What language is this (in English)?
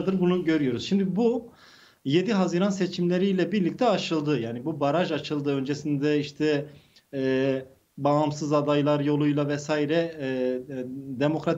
Turkish